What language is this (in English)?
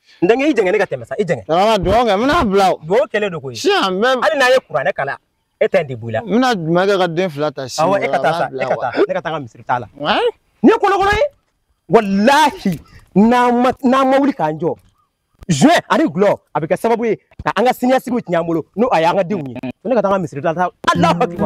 Bambara